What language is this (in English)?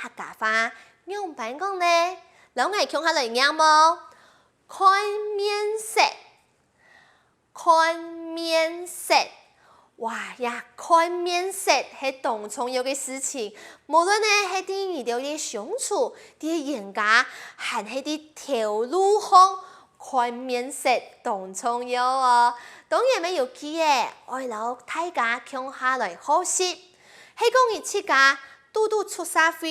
Hakka Chinese